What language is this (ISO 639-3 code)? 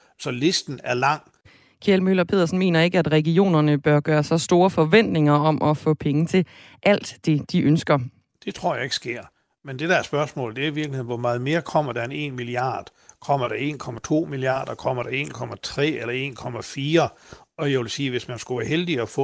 dan